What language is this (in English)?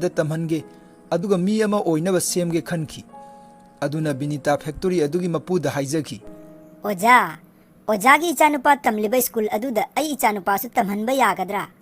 Manipuri